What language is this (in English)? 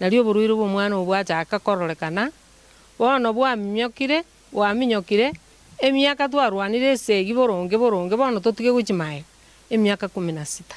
Gusii